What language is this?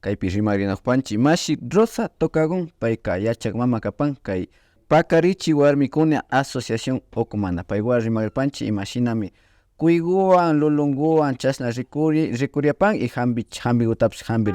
Imbabura Highland Quichua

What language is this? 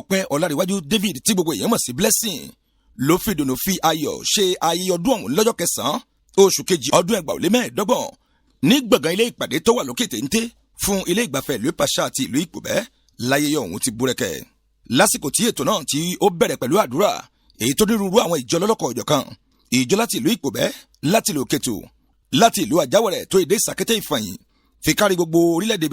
Yoruba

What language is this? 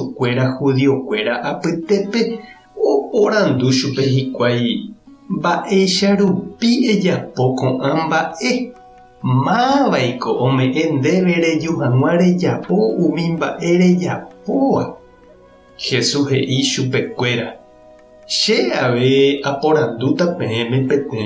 Guarani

